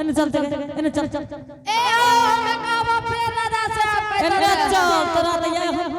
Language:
Angika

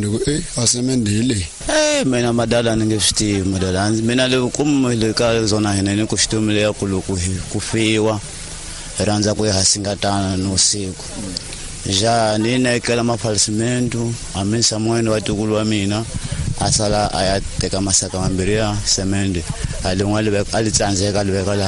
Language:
Tsonga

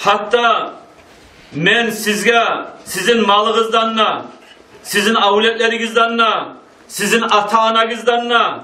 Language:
Kumyk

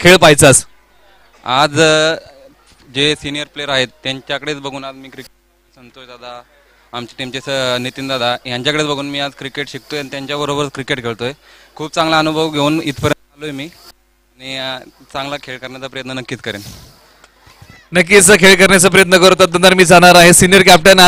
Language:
Marathi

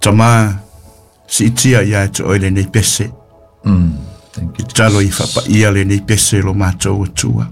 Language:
Samoan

